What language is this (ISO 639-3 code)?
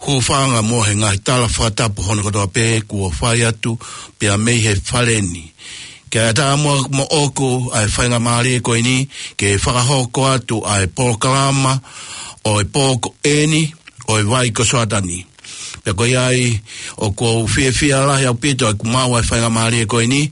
ton